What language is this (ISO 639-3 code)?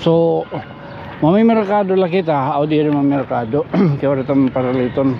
war